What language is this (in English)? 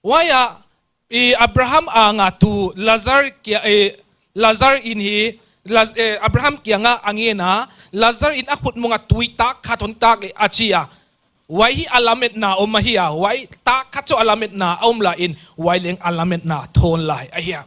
Paite Chin